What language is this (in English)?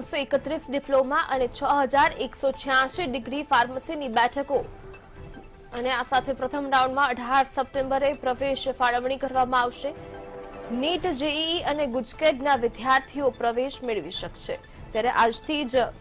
Gujarati